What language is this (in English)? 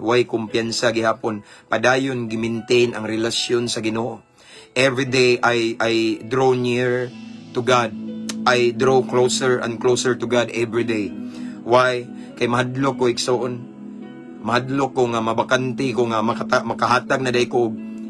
Cebuano